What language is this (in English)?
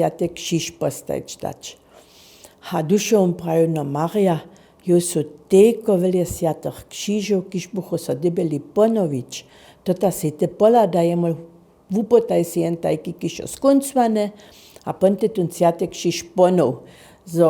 Upper Sorbian